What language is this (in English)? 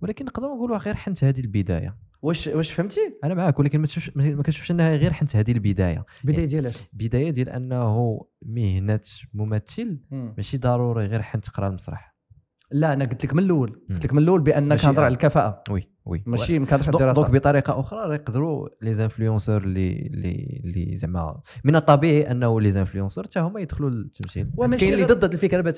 Moroccan Arabic